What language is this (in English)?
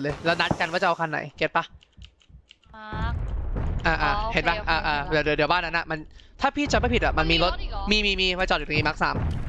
Thai